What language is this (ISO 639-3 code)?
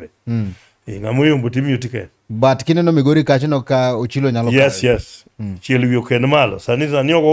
luo